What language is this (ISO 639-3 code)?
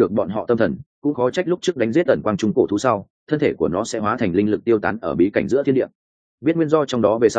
vie